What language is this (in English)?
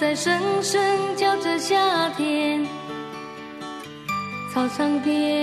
Chinese